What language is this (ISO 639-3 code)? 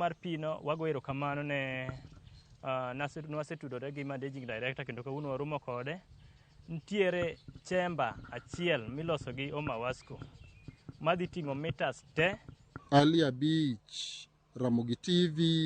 luo